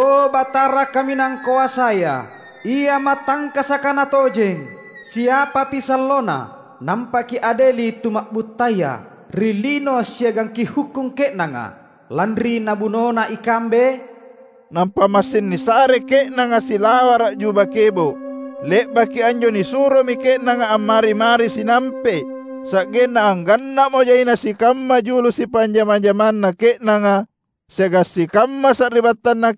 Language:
Makasar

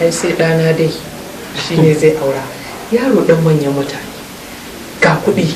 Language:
Hausa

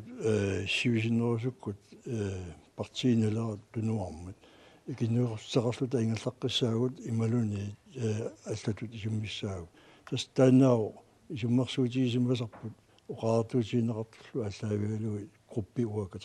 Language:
Kalaallisut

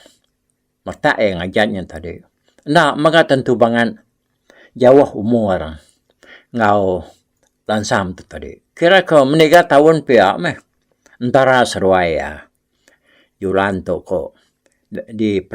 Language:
Iban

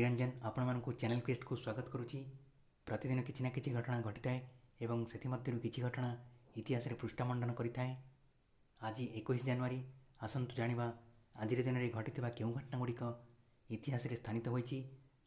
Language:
Odia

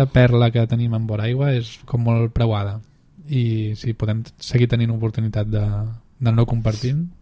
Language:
Catalan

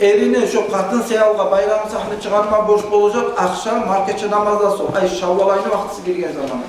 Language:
Kumyk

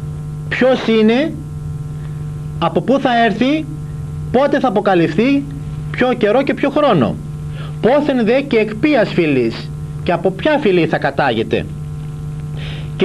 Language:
Greek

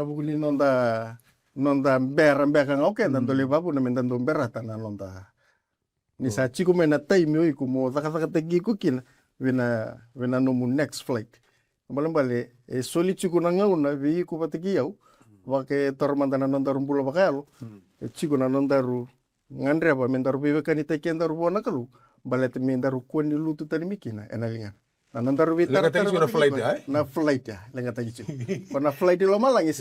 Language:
Fijian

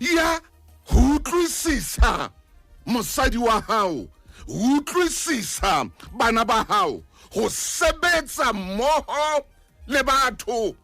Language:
Southern Sotho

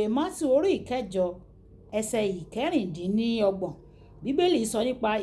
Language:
Yoruba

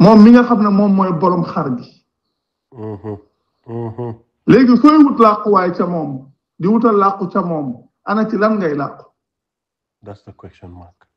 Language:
Wolof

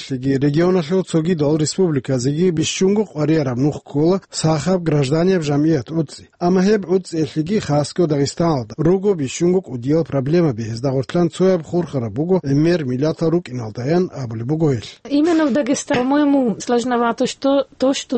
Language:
Avaric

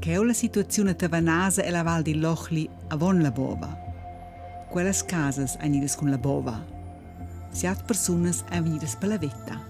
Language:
Romansh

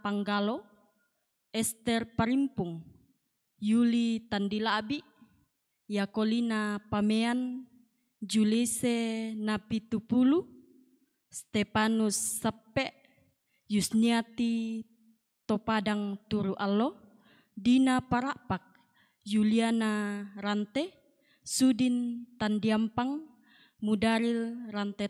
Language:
Toraja-Sa'dan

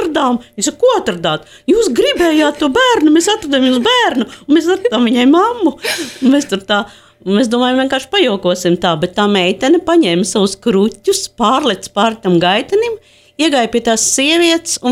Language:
Latvian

